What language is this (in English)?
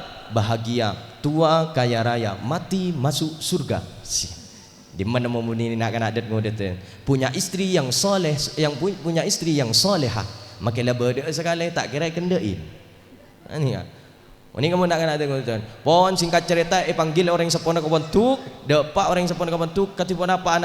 Madurese